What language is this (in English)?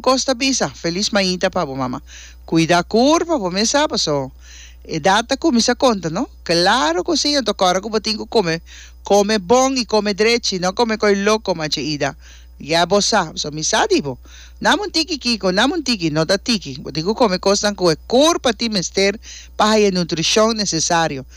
Papiamento